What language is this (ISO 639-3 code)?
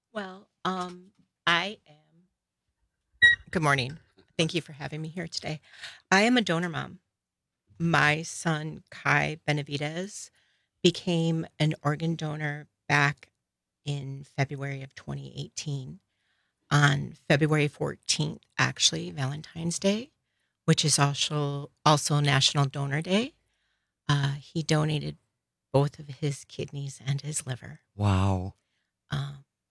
eng